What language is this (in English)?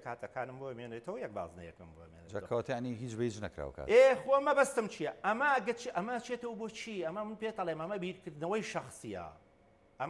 Central Kurdish